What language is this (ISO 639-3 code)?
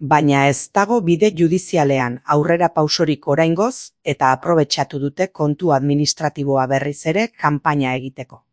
eus